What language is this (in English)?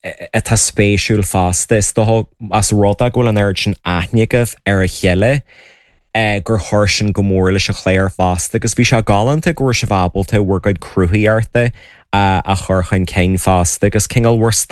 Irish